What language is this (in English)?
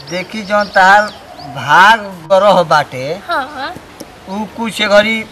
Bhojpuri